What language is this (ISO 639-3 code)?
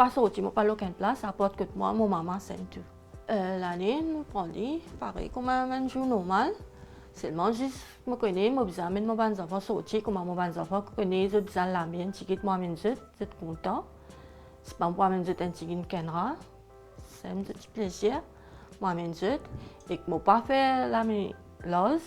mfe